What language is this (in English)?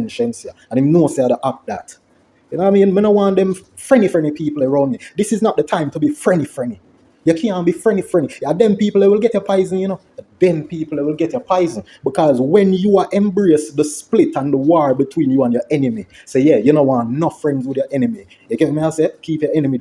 Jamaican Creole English